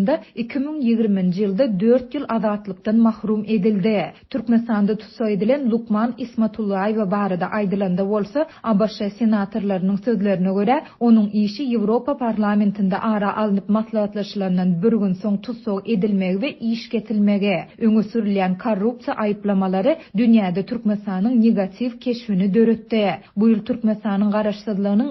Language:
Turkmen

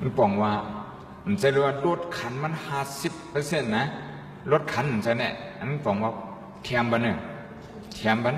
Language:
Shan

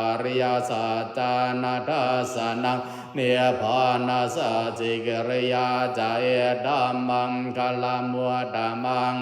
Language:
Pali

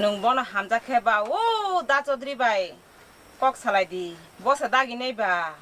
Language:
Kok Borok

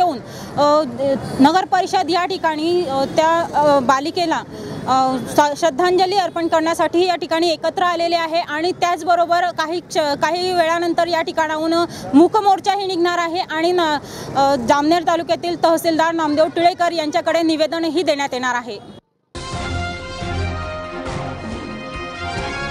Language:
Marathi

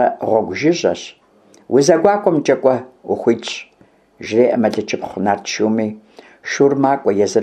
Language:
Kabardian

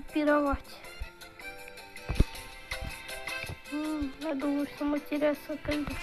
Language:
Russian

